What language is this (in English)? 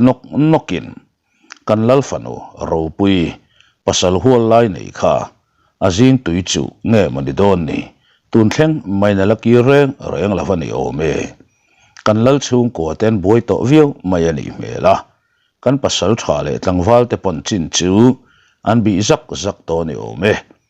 Mizo